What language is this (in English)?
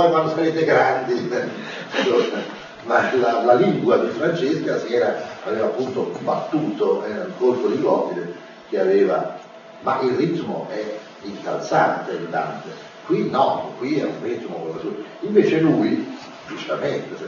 Italian